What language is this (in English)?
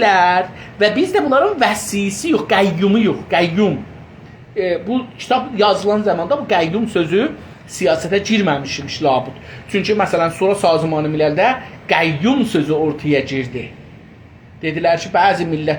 South Azerbaijani